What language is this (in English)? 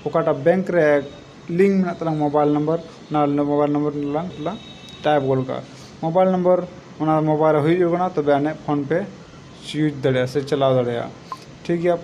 Santali